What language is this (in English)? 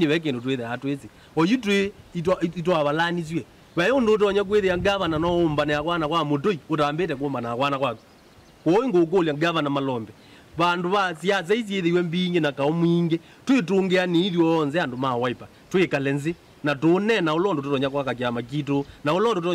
Kamba